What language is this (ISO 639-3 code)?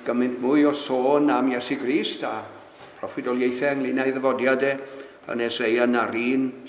cym